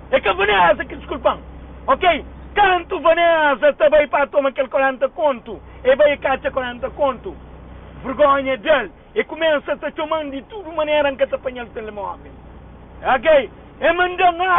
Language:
Kabuverdianu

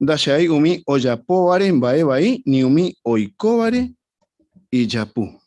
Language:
Guarani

